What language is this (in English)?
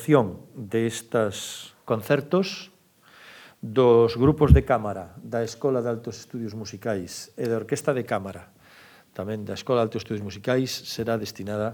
Galician